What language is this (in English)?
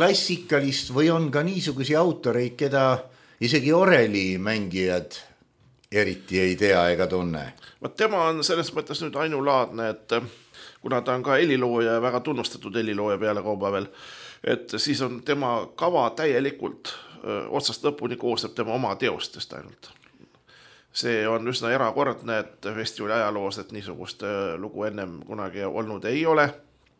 Estonian